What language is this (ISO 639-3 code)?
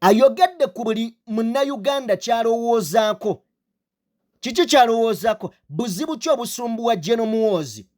lug